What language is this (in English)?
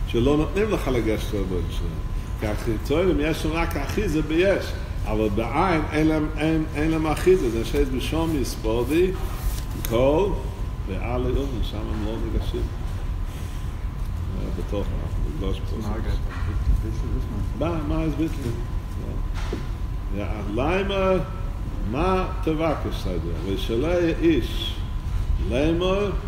Hebrew